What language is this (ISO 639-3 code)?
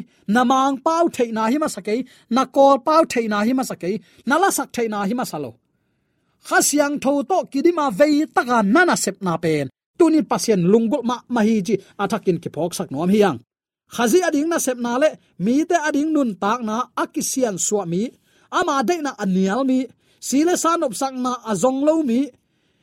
ctd